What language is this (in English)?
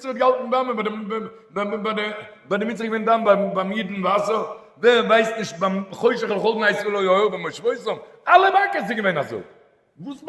Yiddish